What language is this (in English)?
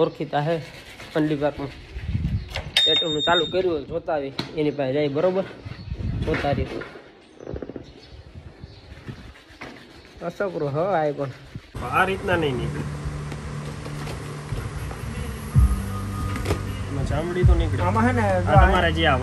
Gujarati